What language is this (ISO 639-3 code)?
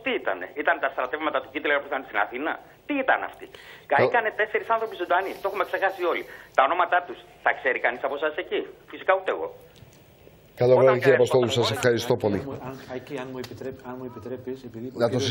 ell